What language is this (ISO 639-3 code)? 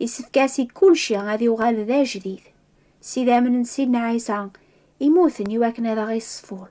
kab